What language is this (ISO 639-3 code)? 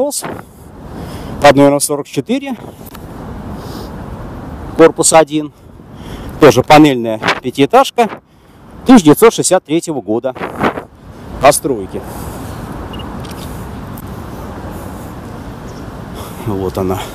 rus